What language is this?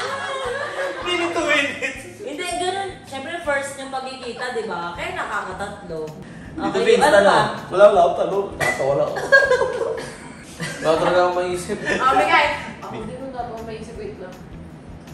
Filipino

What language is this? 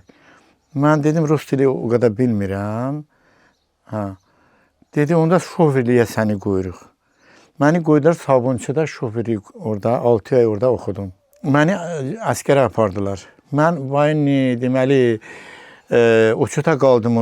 Azerbaijani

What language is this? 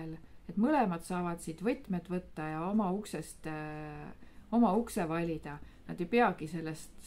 Estonian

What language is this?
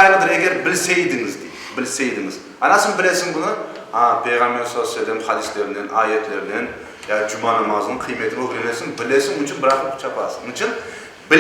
Crimean Tatar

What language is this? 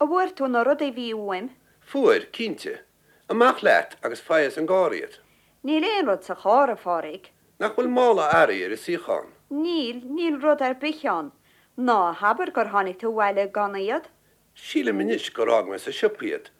Irish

